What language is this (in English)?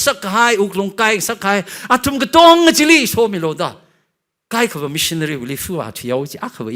Tangkhul Naga (India)